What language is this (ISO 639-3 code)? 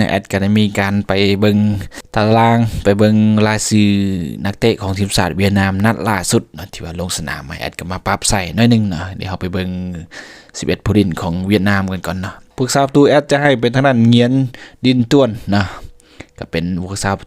lao